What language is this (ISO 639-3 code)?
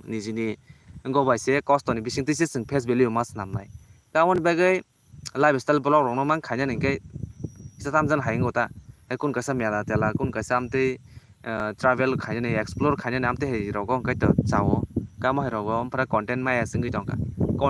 trp